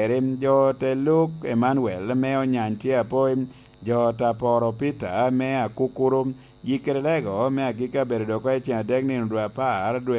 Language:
Lango (Uganda)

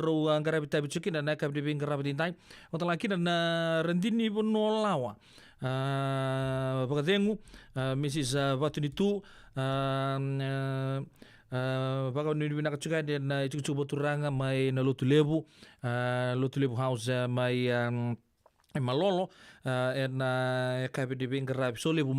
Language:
Fijian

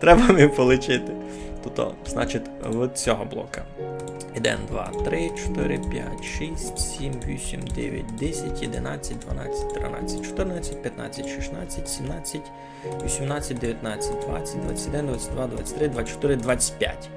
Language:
Rusyn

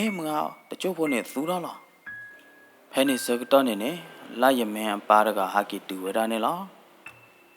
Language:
S'gaw Karen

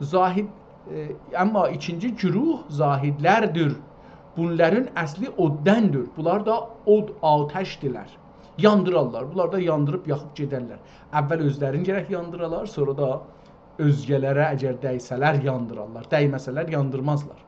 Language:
South Azerbaijani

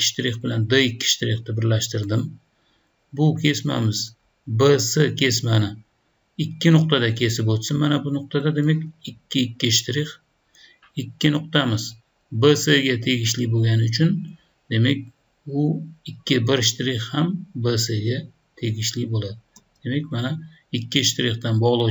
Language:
Uzbek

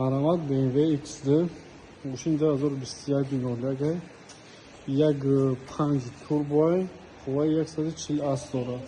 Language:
Tajik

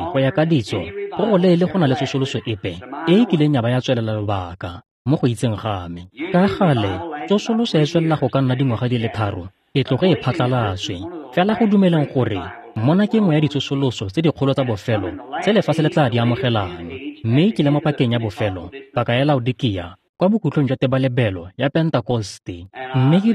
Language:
Tswana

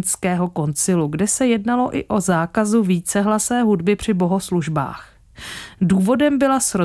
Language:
Czech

